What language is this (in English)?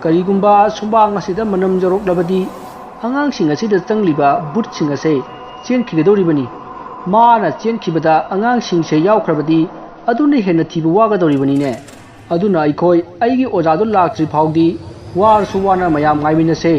Manipuri